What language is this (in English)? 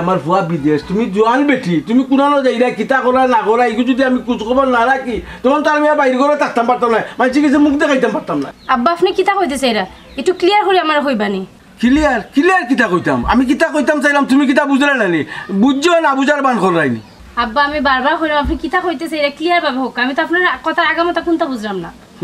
Sylheti